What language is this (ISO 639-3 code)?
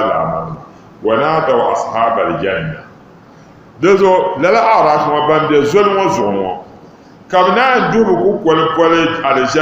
dag